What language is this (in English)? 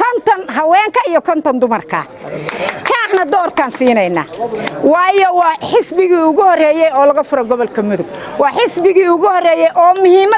Somali